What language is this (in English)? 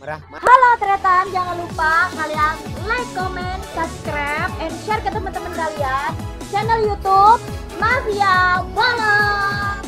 Madurese